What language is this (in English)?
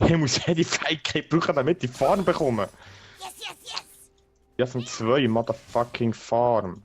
Swiss German